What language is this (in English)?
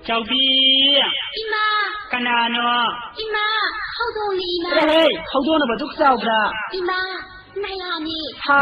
Manipuri